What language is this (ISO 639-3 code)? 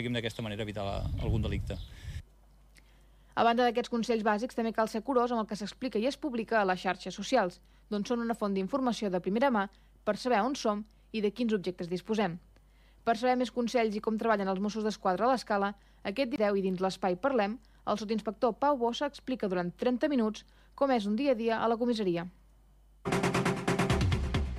cat